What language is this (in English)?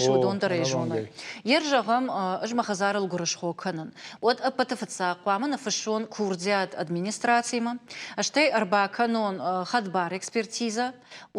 Ossetic